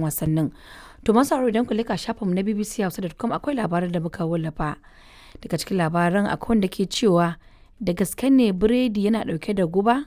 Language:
Hausa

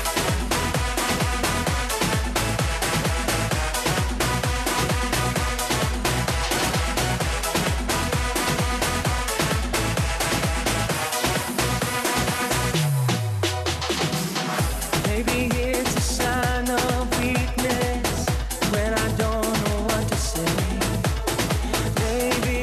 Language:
English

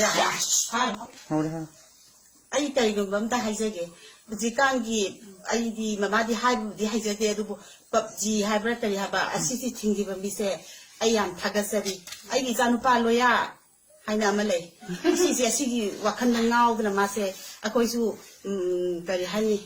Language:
Manipuri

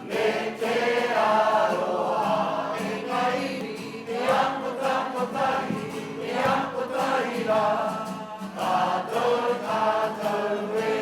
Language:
Māori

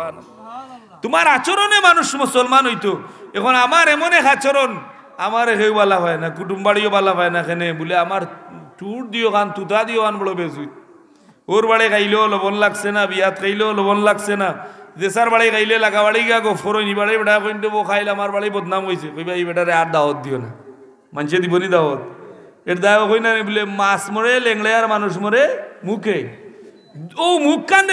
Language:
Sylheti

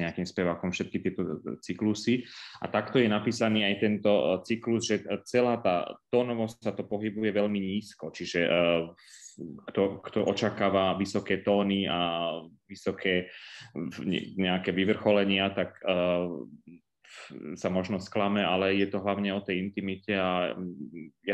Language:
Slovak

